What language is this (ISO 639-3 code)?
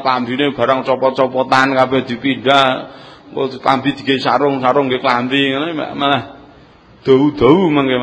jav